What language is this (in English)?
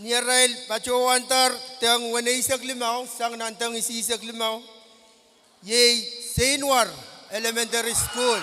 Pohnpeian